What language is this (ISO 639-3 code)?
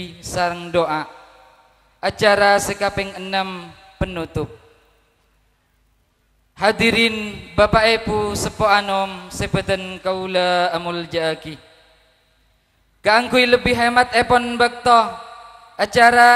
mad